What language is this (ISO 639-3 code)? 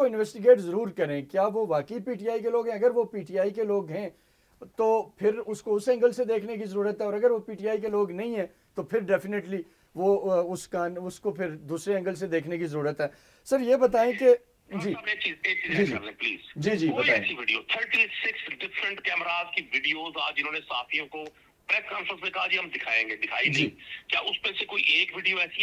urd